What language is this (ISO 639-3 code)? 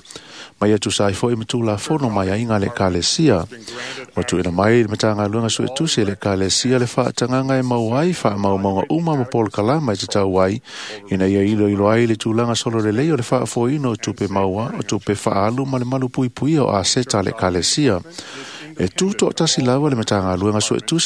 smo